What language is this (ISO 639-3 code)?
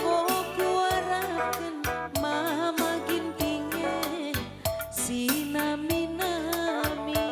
btx